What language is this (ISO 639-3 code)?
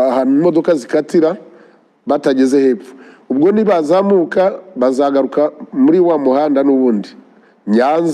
kin